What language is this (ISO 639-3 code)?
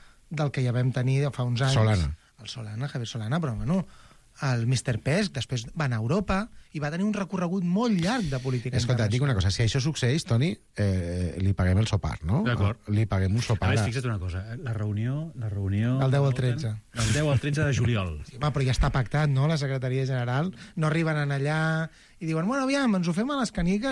cat